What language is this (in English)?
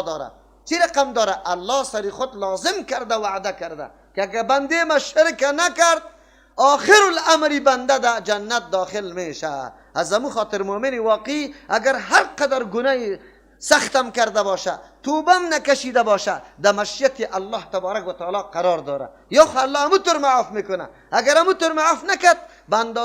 Persian